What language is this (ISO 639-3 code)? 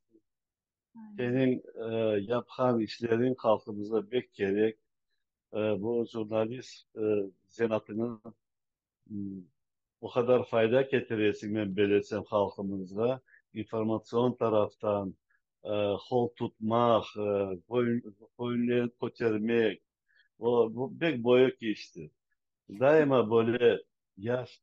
crh